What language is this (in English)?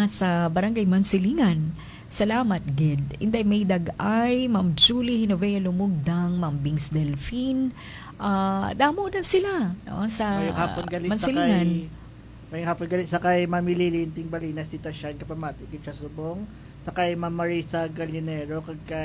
Hiligaynon